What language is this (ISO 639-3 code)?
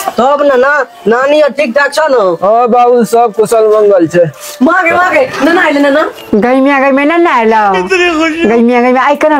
mai